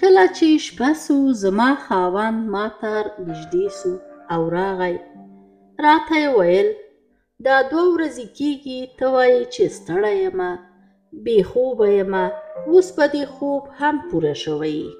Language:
Pashto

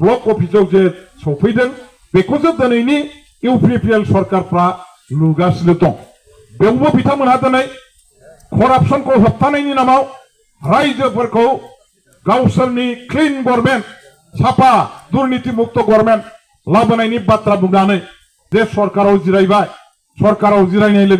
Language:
Bodo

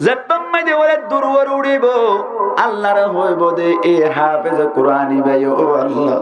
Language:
Rohingya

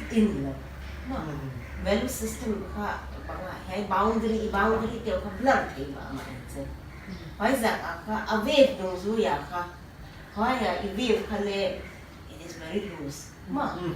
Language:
Paite Chin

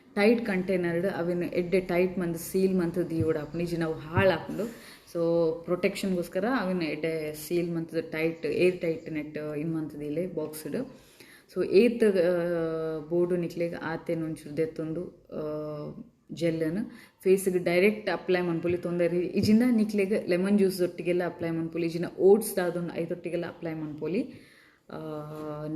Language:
Tulu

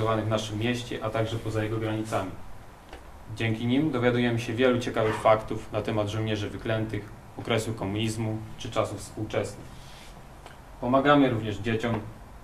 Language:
Polish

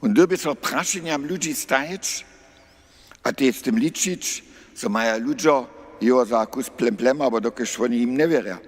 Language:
Upper Sorbian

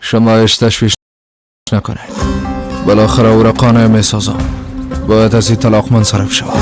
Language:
Persian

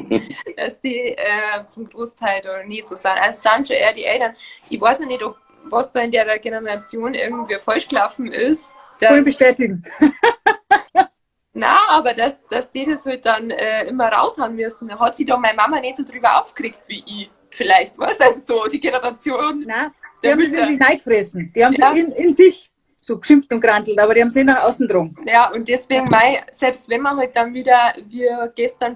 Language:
Bavarian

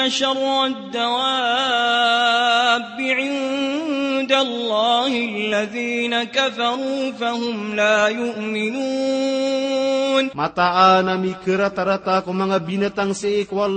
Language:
Maranao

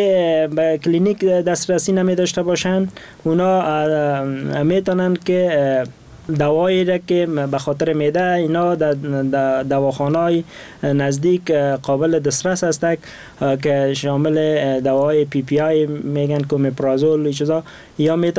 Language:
Persian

